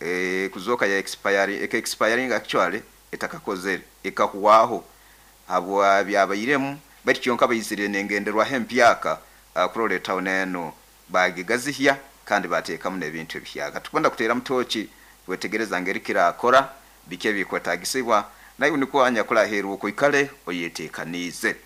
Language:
Nyoro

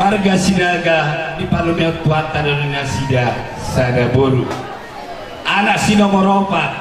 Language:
Batak Toba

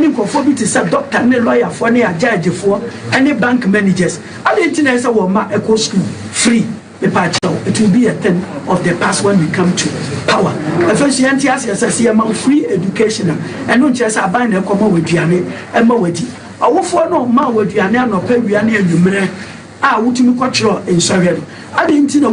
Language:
Akan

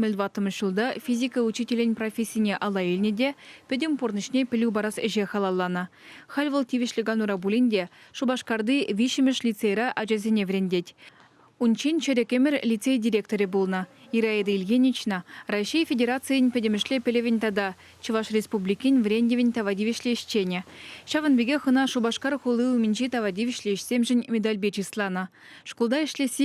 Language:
Chuvash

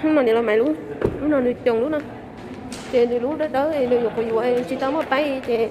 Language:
Hmong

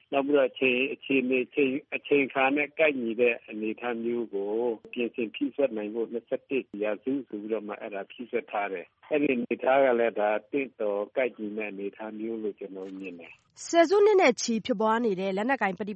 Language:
Burmese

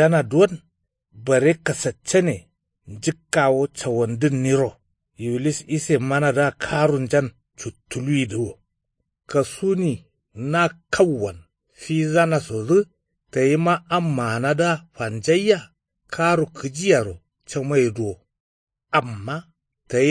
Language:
Kanuri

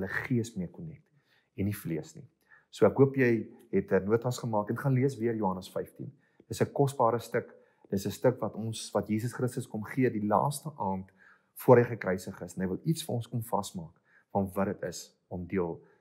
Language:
Afrikaans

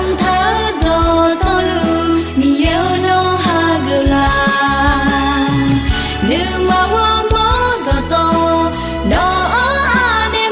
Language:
Akha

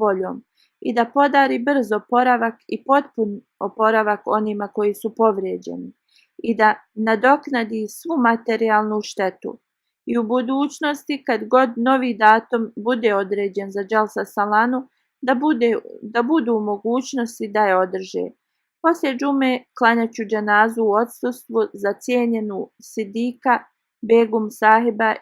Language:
Bosnian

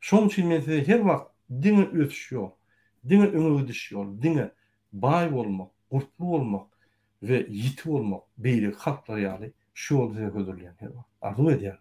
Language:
Turkmen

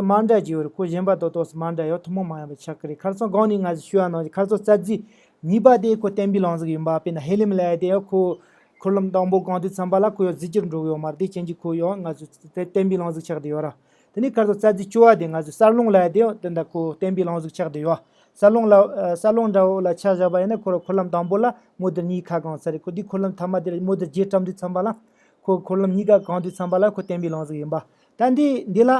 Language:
Tibetan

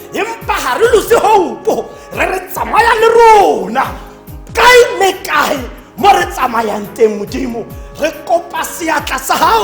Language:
Tswana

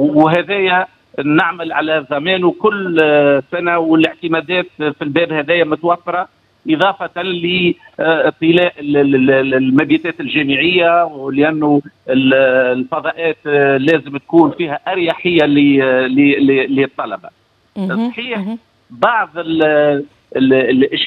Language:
Tunisian Arabic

